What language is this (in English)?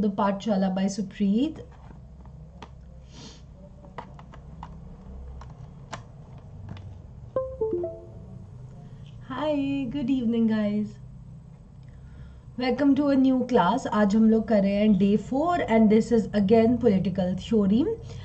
Hindi